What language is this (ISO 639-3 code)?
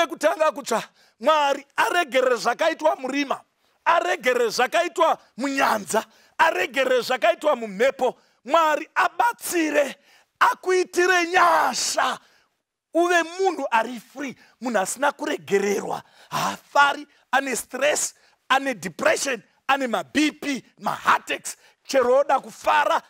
sna